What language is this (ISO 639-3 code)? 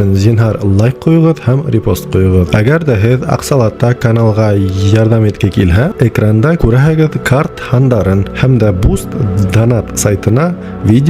bak